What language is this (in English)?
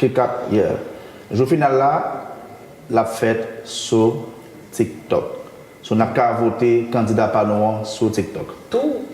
Haitian Creole